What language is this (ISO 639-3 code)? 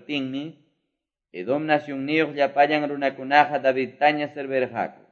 que